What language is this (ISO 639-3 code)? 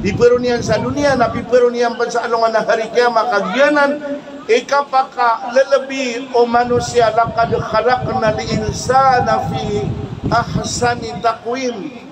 mrw